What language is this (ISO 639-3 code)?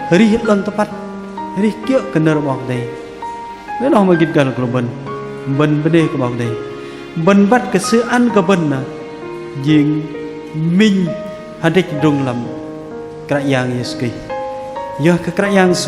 bdq